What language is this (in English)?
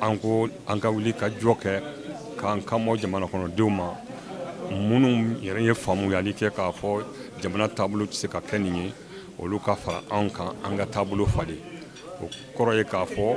Bambara